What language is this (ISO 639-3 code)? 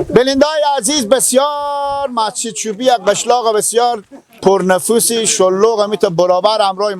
fas